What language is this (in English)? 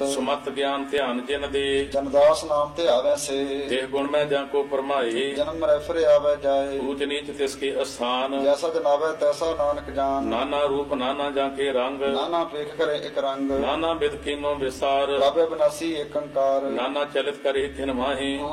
Punjabi